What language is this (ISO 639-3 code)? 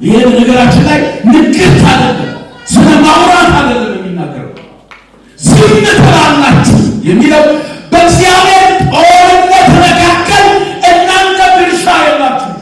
amh